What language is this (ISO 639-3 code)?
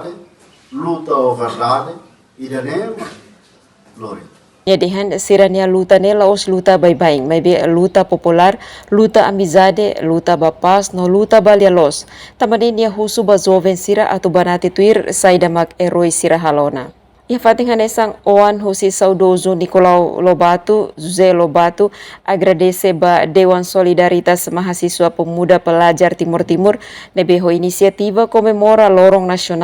tet